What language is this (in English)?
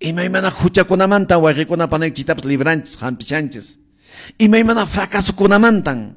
Quechua